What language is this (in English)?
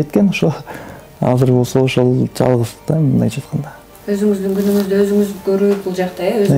Kyrgyz